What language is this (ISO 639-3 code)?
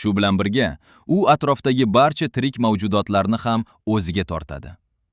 uzb